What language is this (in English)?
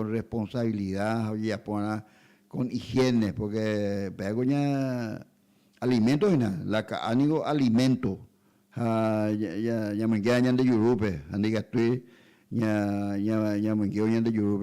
Guarani